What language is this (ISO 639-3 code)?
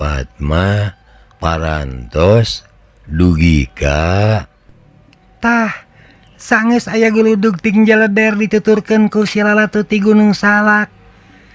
sun